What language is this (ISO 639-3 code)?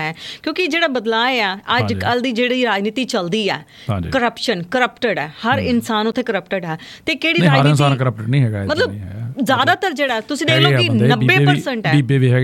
pan